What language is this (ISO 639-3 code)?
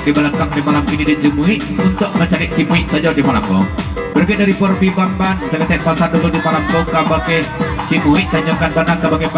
min